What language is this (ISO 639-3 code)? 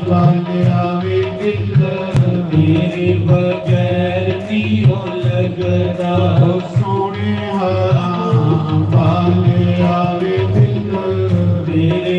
doi